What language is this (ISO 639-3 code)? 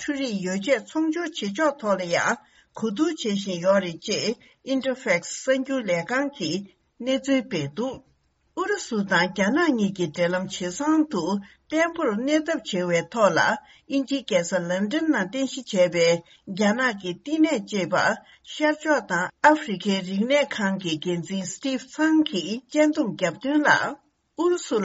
bod